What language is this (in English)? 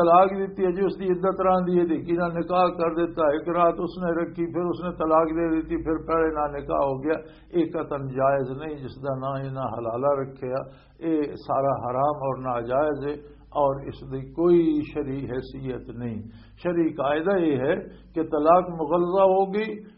Western Panjabi